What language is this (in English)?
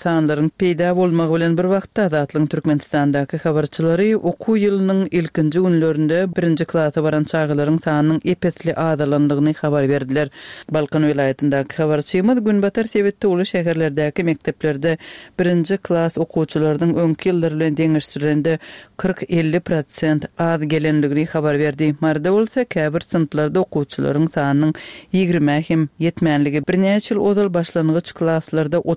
Turkmen